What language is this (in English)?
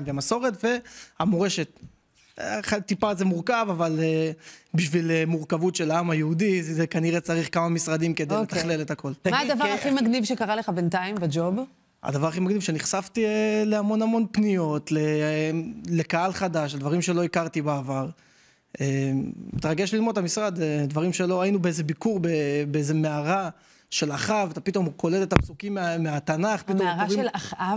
Hebrew